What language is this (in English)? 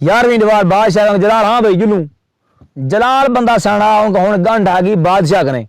Saraiki